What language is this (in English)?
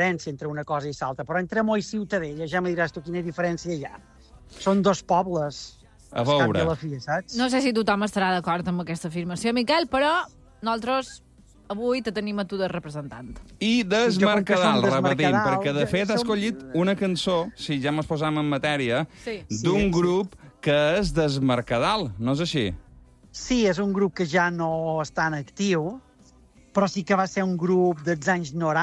Catalan